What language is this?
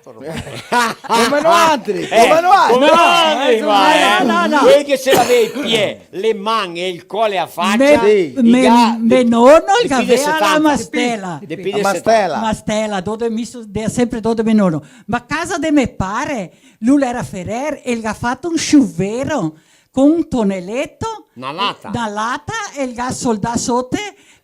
Venetian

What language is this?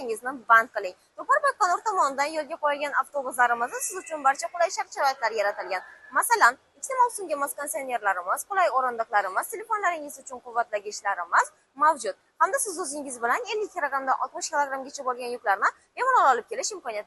Uzbek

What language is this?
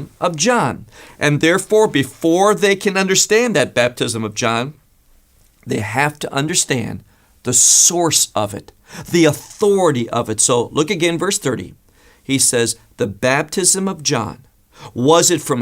English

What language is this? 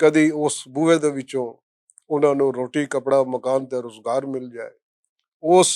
Western Panjabi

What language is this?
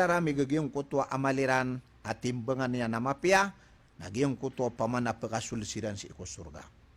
Maranao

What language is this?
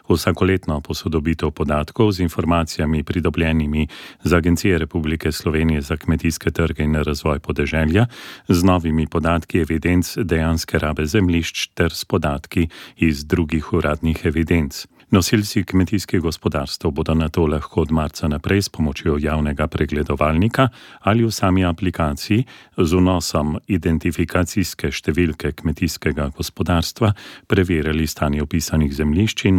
Slovenian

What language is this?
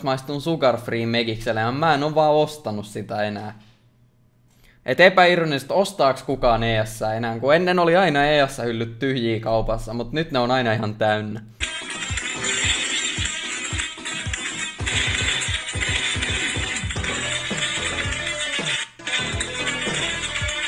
Finnish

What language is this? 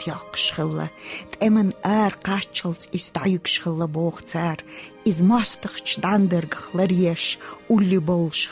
Chechen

